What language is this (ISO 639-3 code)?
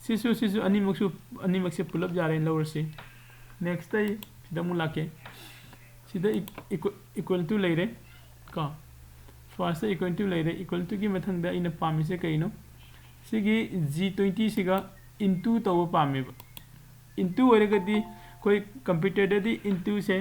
mni